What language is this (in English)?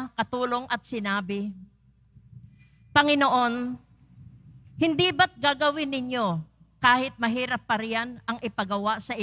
Filipino